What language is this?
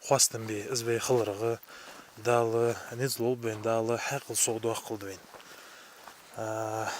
Ingush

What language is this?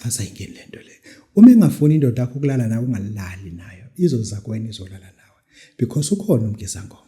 Zulu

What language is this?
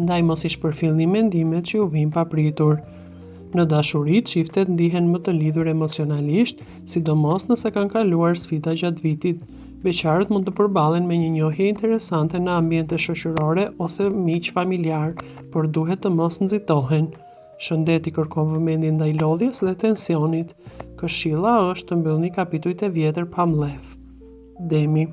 Albanian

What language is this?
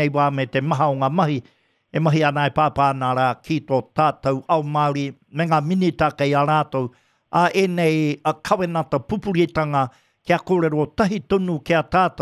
Māori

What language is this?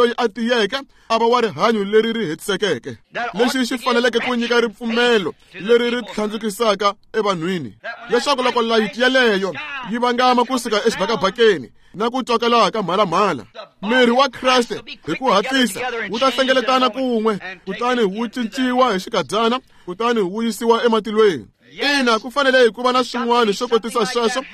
Tsonga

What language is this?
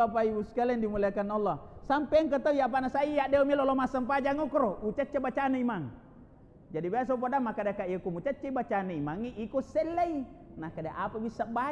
Buginese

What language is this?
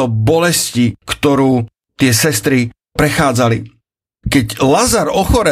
Slovak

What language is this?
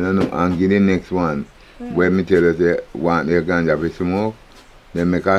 Jamaican Creole English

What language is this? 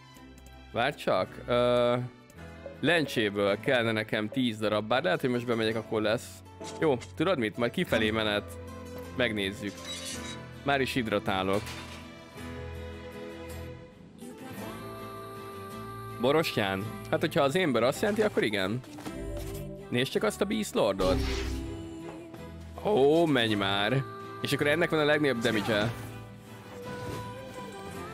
Hungarian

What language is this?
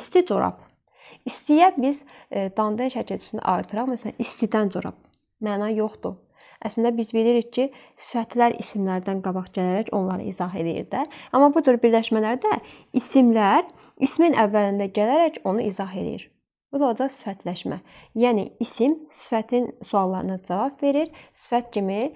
Azerbaijani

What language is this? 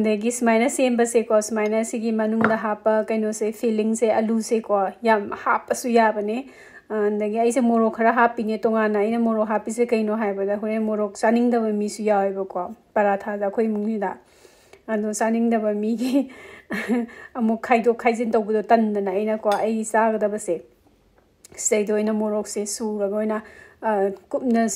Manipuri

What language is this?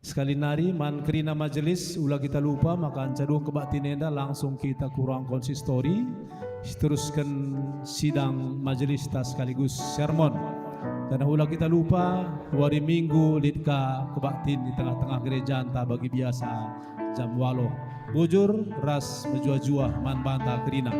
Batak Karo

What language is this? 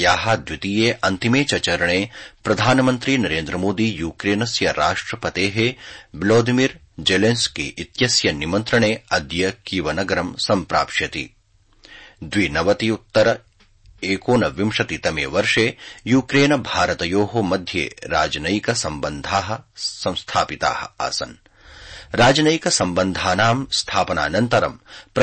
Sanskrit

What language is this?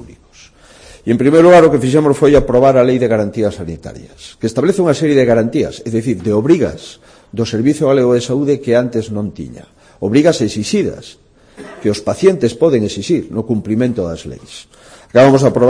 Galician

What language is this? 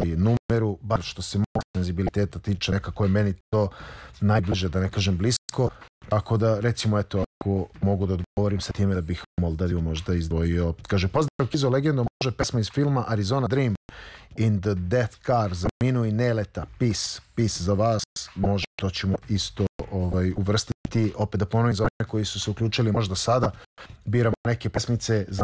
Serbian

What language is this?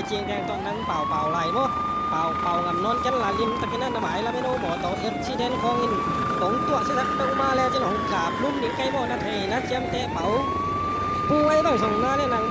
Tedim Chin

